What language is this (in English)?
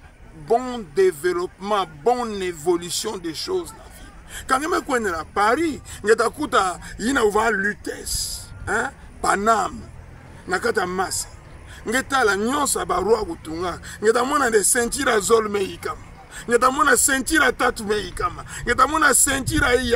Kituba (Democratic Republic of Congo)